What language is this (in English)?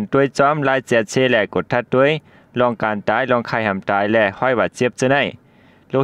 Shan